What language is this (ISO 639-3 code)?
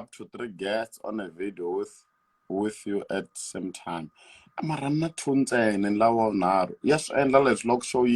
tso